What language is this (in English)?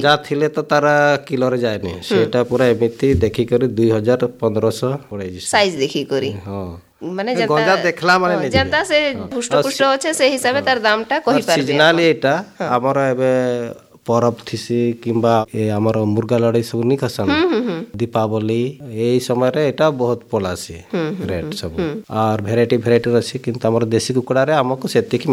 Odia